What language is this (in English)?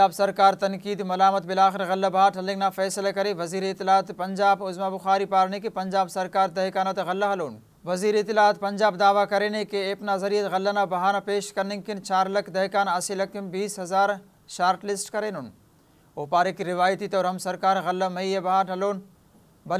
Brahui